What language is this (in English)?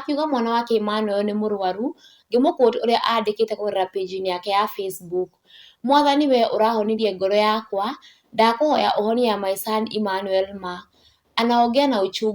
Kikuyu